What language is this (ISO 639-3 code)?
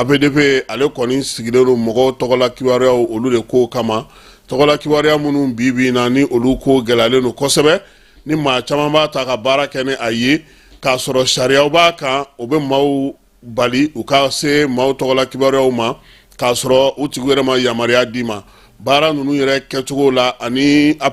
bam